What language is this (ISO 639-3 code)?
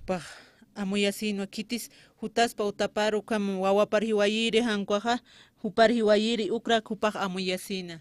aym